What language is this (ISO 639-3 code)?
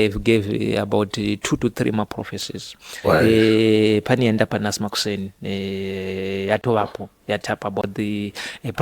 sna